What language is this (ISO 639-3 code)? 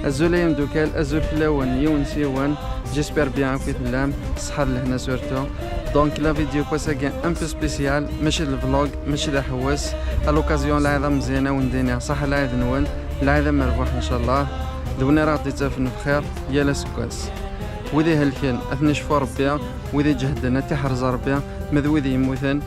kab